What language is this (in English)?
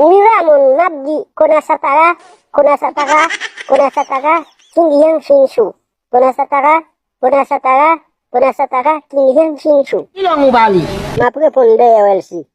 Haitian Creole